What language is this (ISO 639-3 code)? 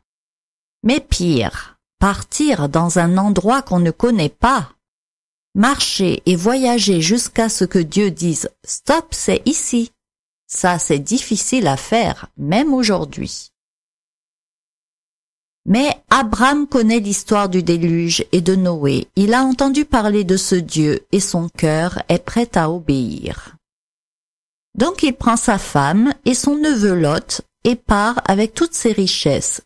fra